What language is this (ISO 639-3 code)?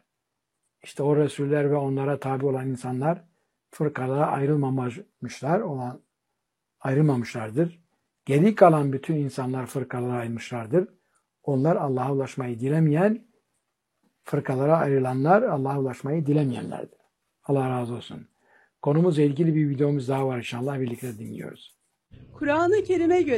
tur